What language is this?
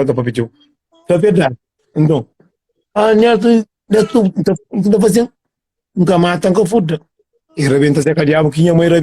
Kabuverdianu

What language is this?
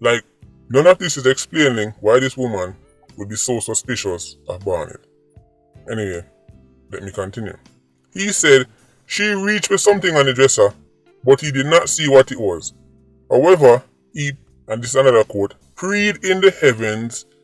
Jamaican Creole English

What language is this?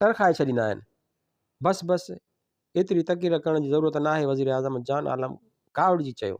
Sindhi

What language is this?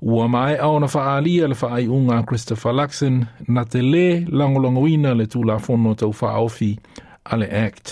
Samoan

